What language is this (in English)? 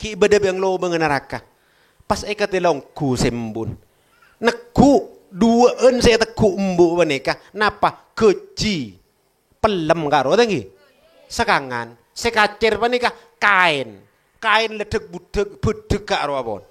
Madurese